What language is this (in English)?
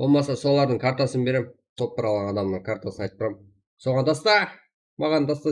Kara-Kalpak